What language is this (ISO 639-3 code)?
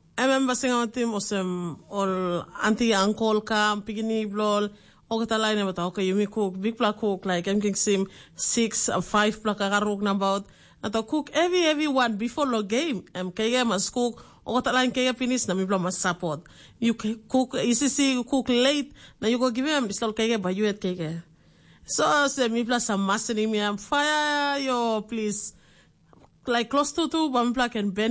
tpi